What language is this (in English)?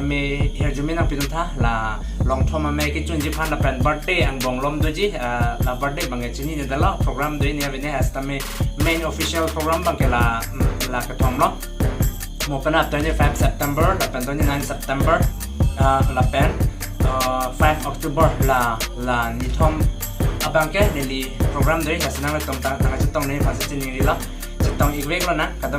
Karbi